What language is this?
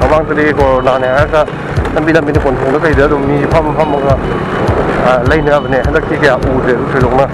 Manipuri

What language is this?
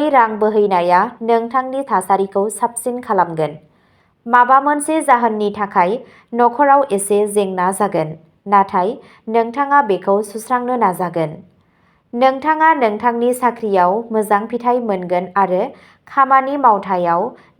Bodo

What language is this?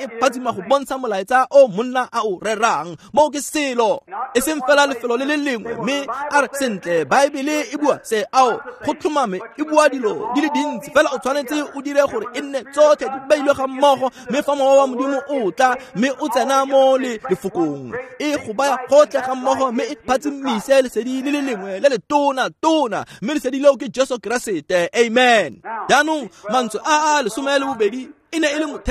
Tswana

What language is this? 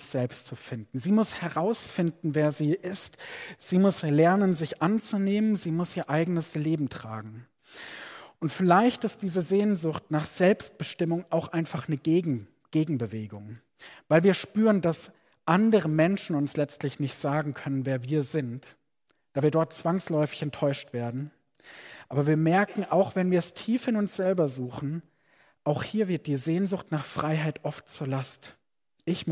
German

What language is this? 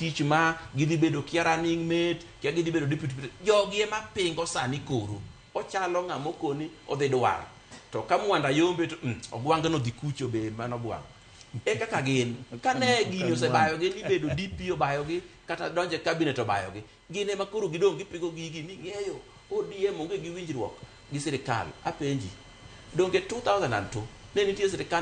Luo (Kenya and Tanzania)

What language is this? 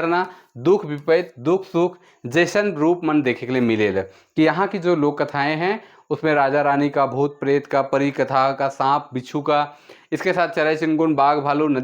Sadri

